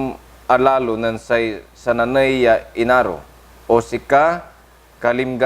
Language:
Pangasinan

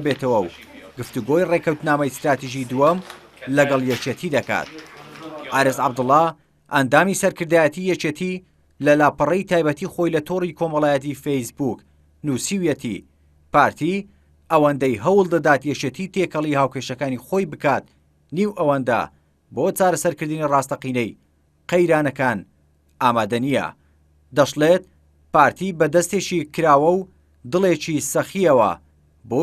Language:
Central Kurdish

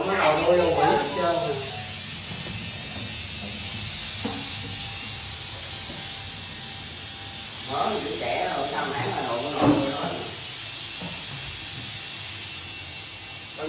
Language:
Vietnamese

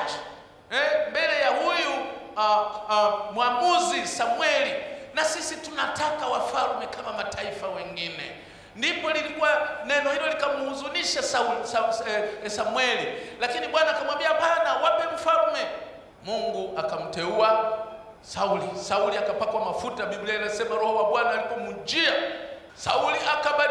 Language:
Swahili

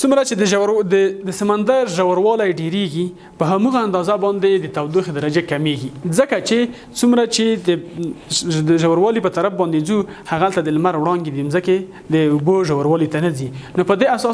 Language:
Pashto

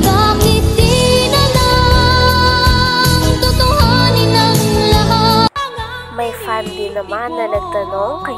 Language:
Filipino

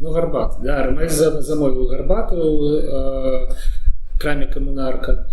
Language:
Belarusian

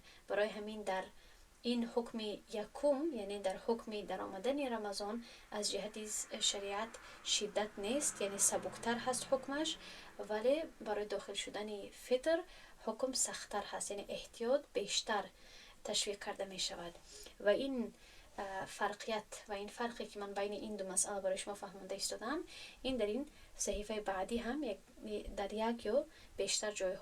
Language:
Tajik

